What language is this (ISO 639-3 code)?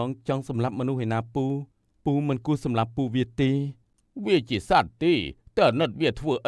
khm